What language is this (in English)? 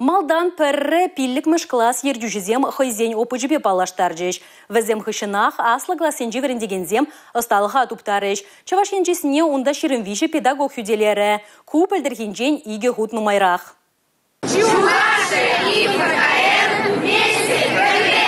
Chuvash